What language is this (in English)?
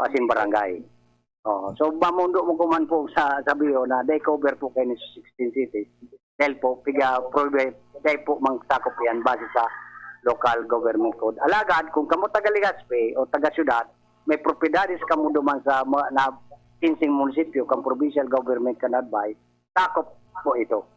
Bikol